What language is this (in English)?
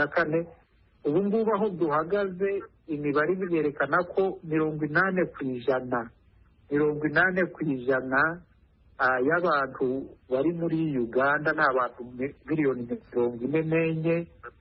Kinyarwanda